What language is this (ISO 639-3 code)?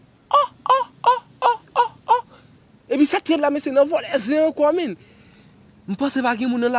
hat